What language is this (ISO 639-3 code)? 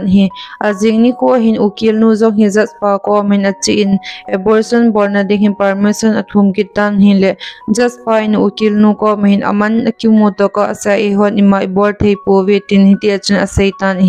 tcz